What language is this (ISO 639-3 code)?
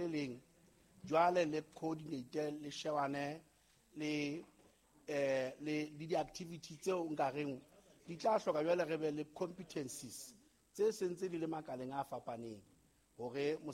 sot